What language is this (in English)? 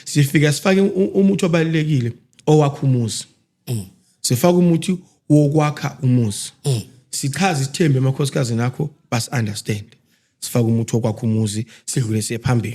Zulu